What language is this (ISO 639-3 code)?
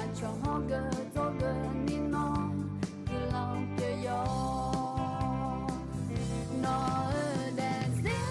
ahk